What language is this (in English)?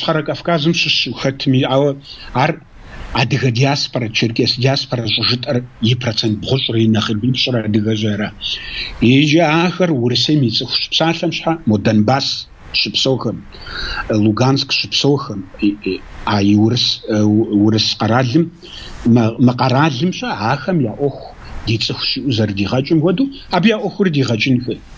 Kabardian